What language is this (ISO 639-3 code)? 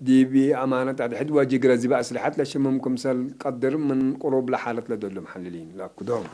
tig